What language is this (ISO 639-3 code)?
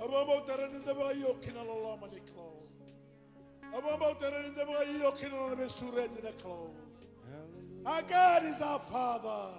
fij